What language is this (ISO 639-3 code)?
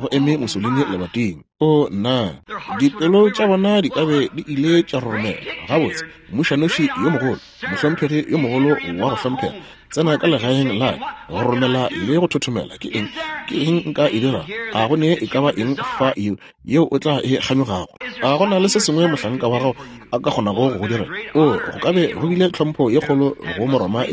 nso